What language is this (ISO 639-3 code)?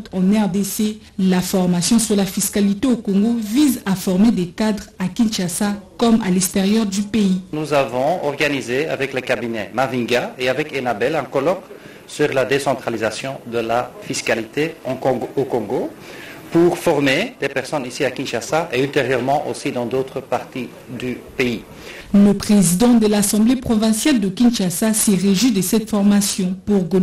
fra